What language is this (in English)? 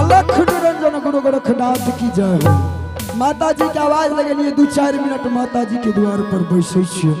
Angika